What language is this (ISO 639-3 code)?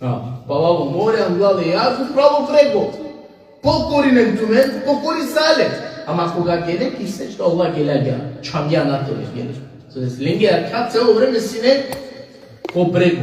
rmn